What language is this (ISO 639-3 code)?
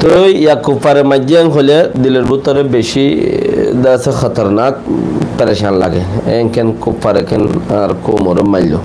rhg